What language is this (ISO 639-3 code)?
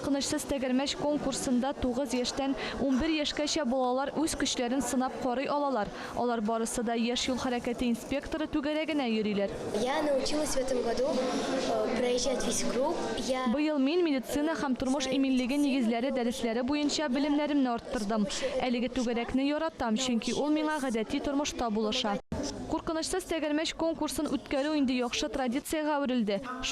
tat